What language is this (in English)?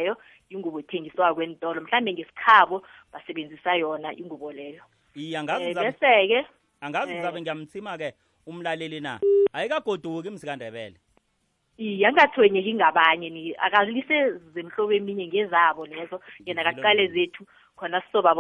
South Ndebele